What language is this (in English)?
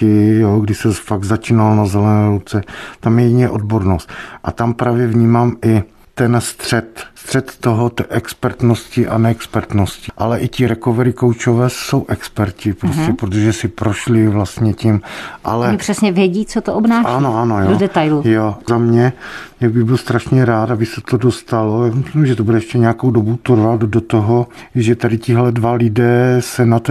Czech